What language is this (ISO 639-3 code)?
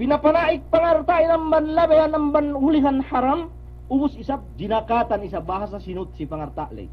yka